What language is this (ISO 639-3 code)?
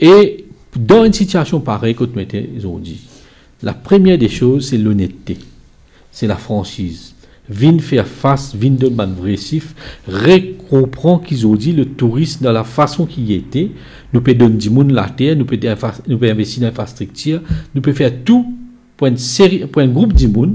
mfe